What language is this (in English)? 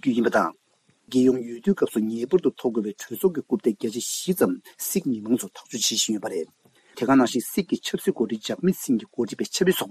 Tibetan